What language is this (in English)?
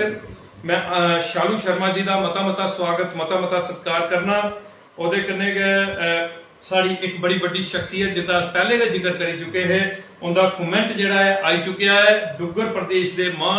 Dogri